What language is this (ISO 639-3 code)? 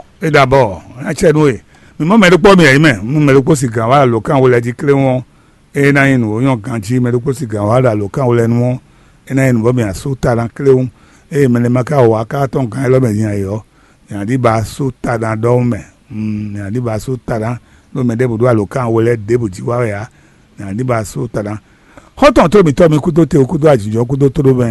fon